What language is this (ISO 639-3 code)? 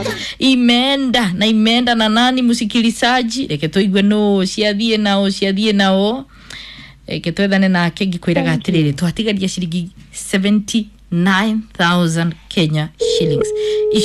kik